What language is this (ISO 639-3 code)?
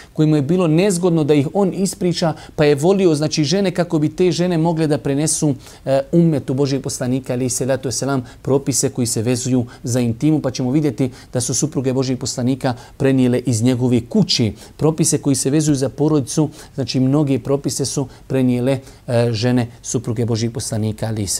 bos